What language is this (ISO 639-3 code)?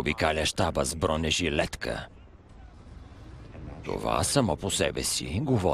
bul